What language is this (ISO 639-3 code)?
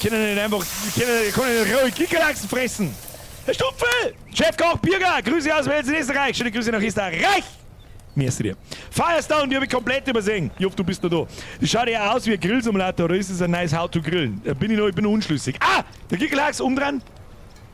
bar